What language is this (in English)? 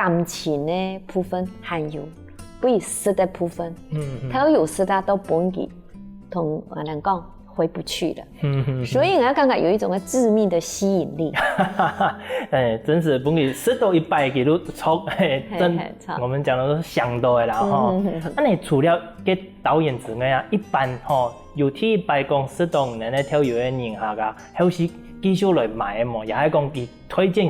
Hakka Chinese